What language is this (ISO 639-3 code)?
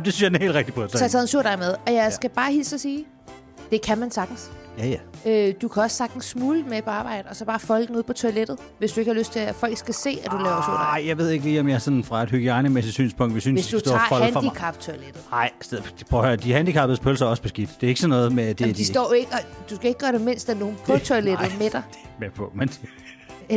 dan